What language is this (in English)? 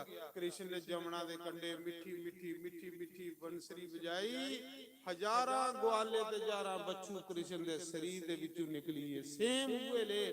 Dogri